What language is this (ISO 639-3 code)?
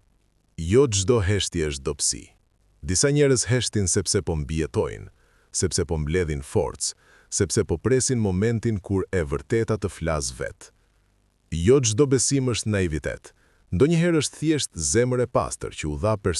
sqi